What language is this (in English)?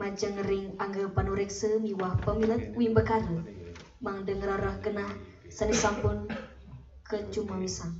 Balinese